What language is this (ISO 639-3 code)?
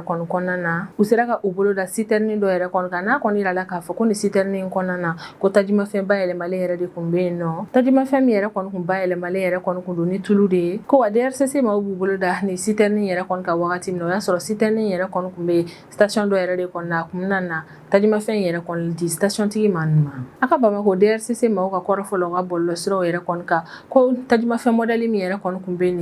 bam